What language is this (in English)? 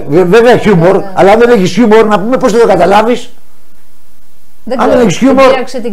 Greek